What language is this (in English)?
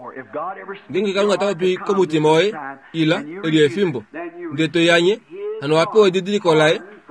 Kuanyama